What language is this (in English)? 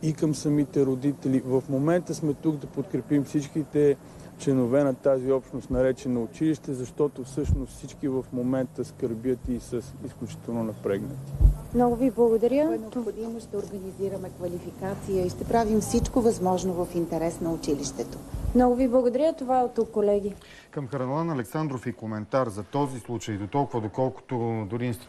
Bulgarian